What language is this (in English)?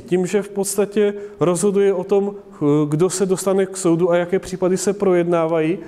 Czech